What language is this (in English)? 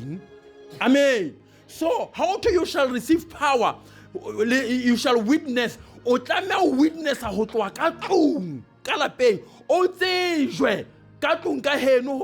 Southern Sotho